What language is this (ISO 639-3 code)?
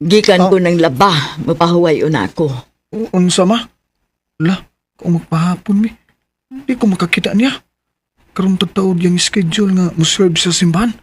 ceb